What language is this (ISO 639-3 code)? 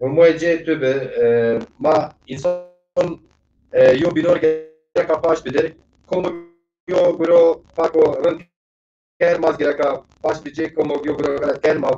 zza